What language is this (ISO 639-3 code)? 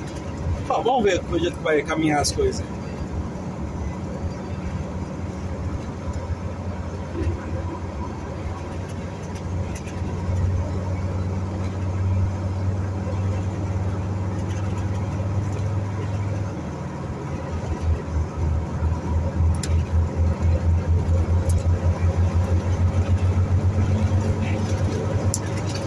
por